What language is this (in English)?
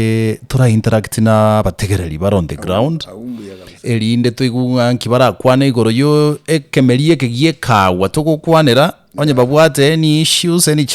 Gusii